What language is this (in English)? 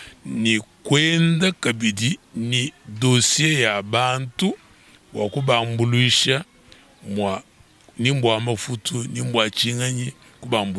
Luba-Lulua